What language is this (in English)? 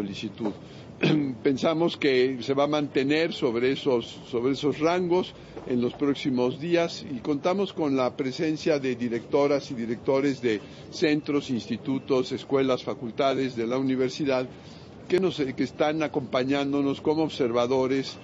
Spanish